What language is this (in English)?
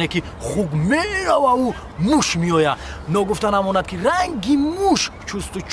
Tajik